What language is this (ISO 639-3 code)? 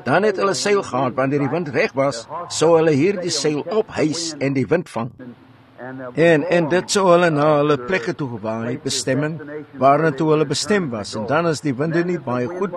afr